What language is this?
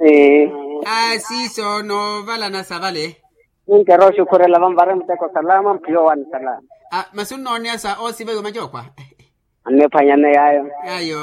Makhuwa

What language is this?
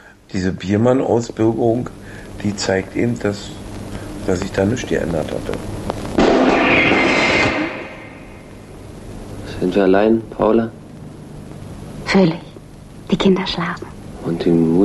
German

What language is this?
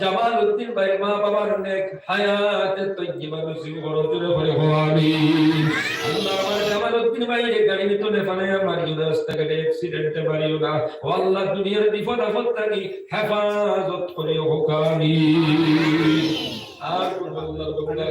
Sylheti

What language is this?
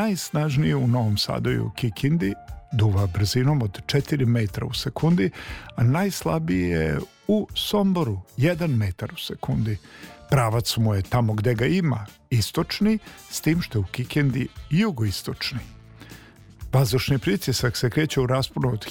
Serbian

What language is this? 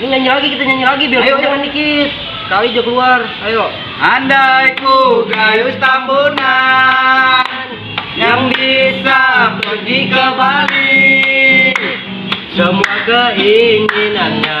Betawi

